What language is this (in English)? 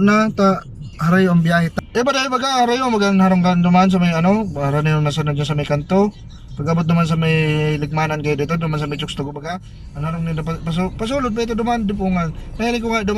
Bikol